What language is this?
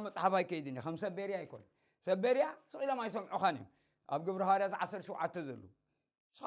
Tigrinya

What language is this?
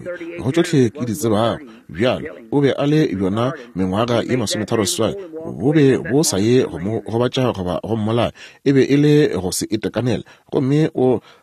Northern Sotho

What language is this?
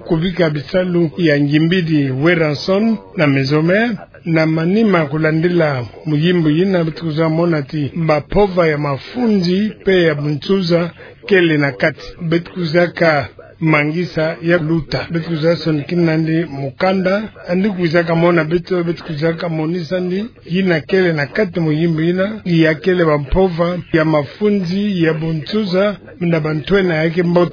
Kituba (Democratic Republic of Congo)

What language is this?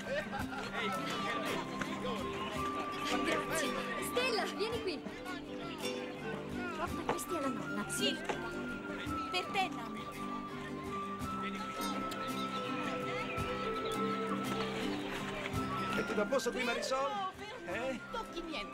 Italian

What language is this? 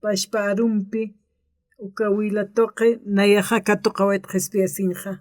Aymara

